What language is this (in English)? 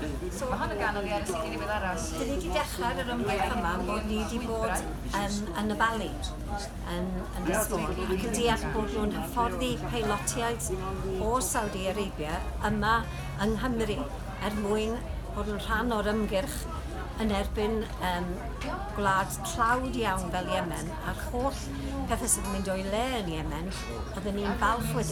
Welsh